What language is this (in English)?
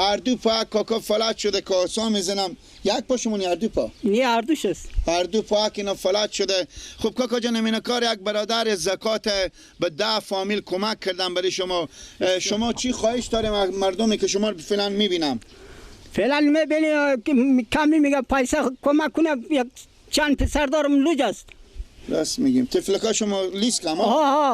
Persian